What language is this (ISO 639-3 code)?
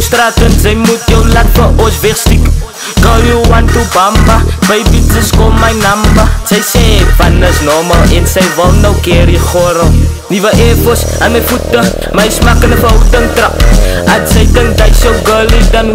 afr